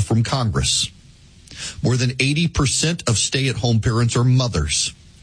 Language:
English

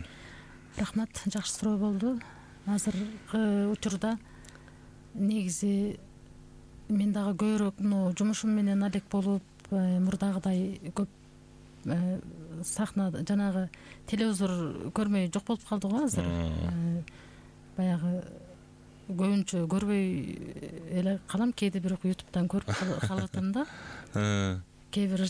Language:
Kyrgyz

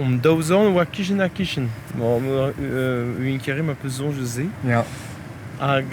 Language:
Breton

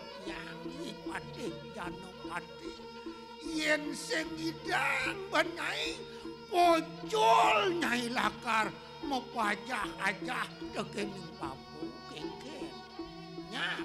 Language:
Balinese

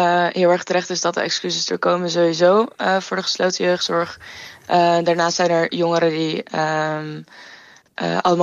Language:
Dutch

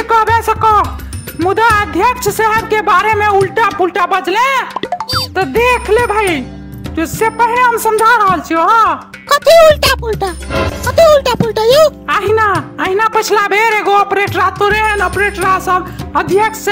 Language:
Maithili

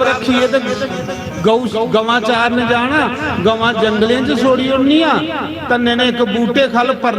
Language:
Dogri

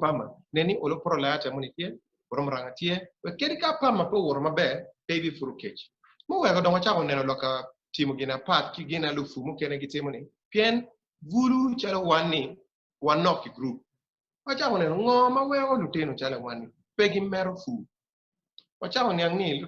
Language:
Acoli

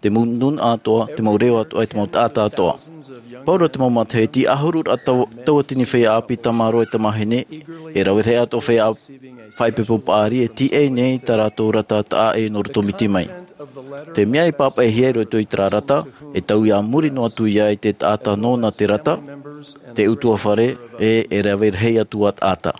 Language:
Tahitian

